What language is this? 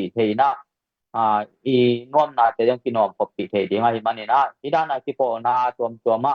Tedim Chin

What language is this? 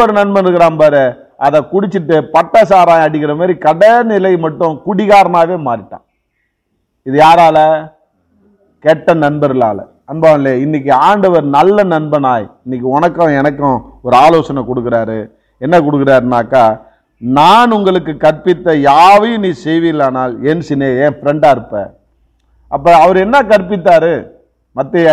Tamil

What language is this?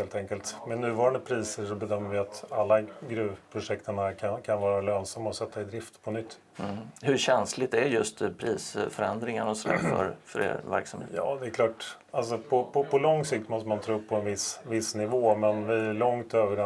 Swedish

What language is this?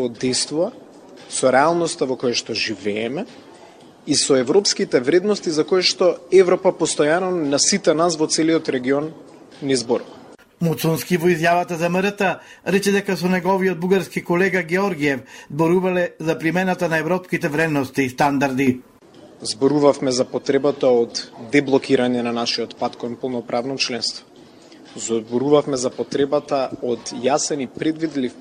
Macedonian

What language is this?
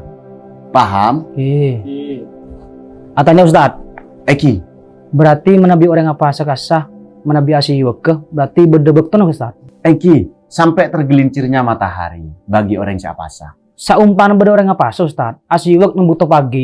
Madurese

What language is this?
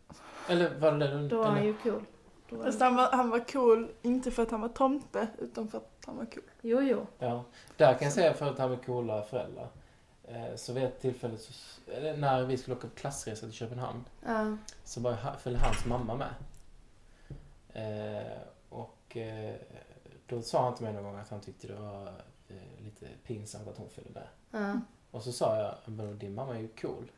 Swedish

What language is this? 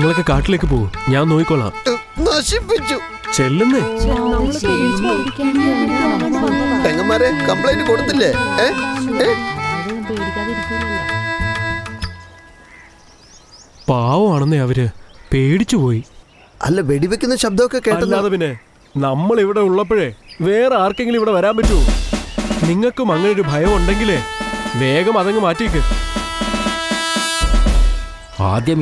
Malayalam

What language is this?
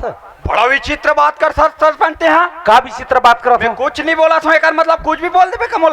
Chhattisgarhi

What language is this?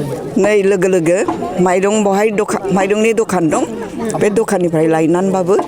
Bodo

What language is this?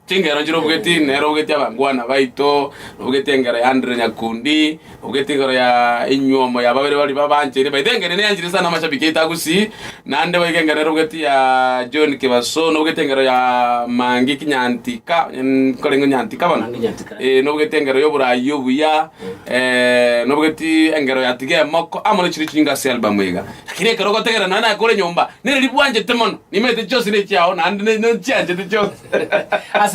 Gusii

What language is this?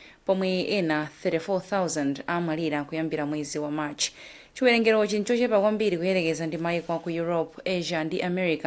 Nyanja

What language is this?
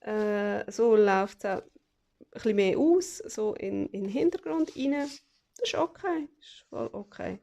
Swiss German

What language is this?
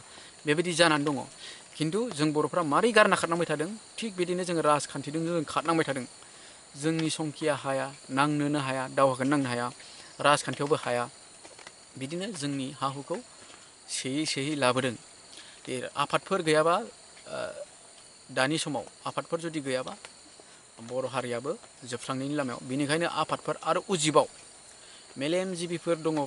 Bodo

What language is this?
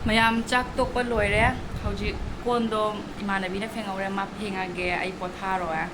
Manipuri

